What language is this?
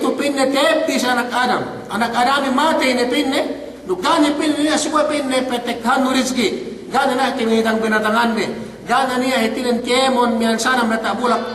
Yakan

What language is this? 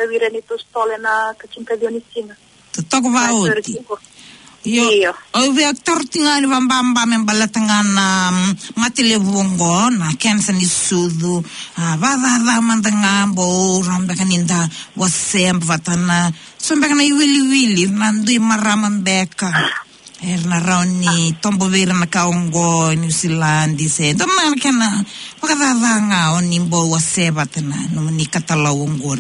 Fijian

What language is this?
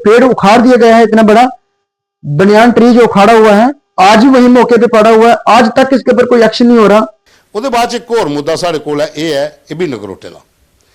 Dogri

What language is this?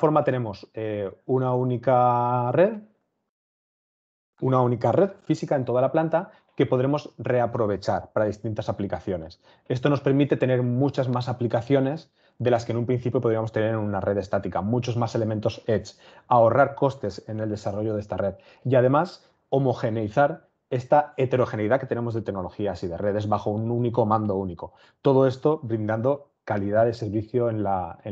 Spanish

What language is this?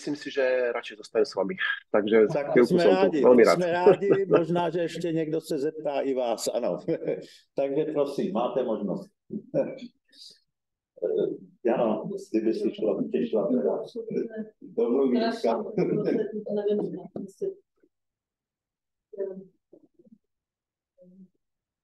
Czech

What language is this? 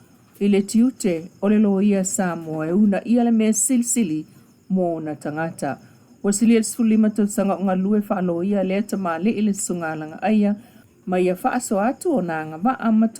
Samoan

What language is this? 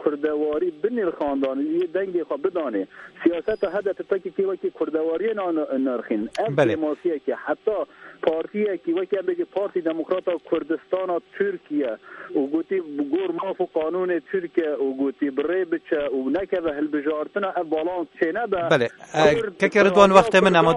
Kurdish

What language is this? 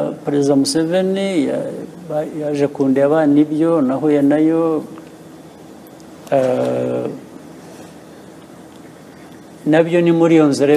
Kinyarwanda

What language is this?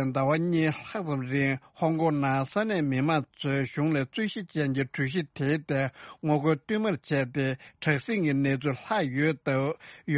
Tibetan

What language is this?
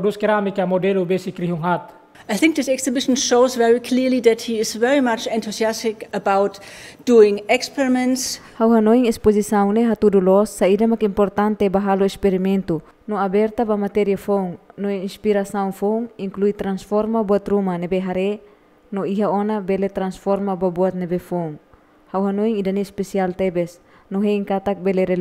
Tetum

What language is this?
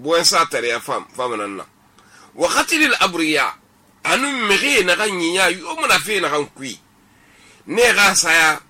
Susu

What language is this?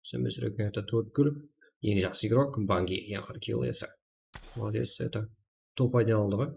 Kara-Kalpak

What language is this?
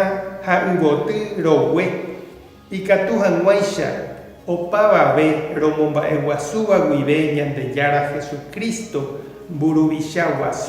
Guarani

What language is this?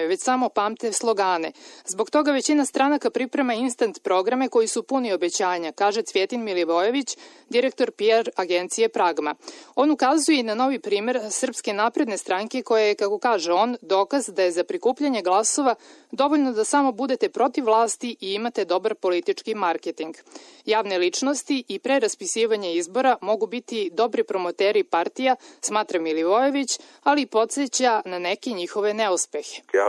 Serbian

